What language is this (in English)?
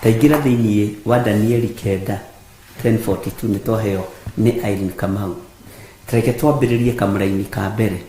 Kikuyu